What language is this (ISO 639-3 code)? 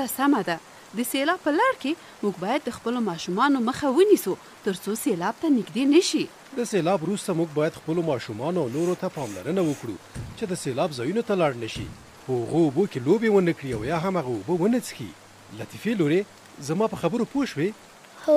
pus